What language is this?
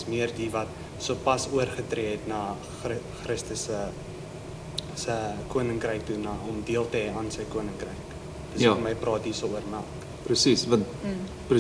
Afrikaans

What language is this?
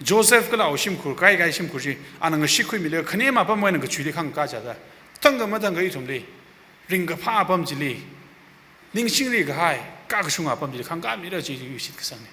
Tangkhul Naga (India)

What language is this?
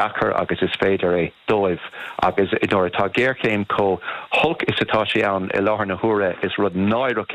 Irish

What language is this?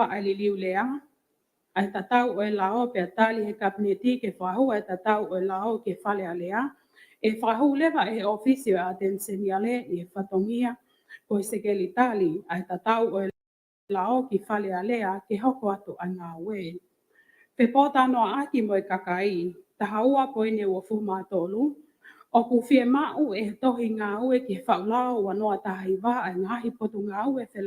Tongan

